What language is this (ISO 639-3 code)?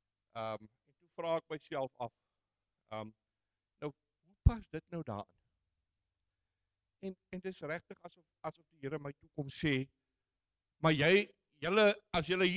afr